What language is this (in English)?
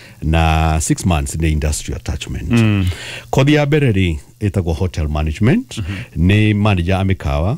Kikuyu